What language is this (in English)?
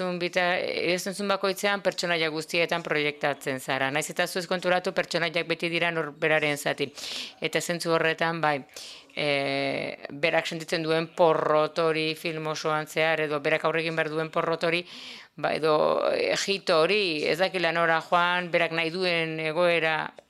Basque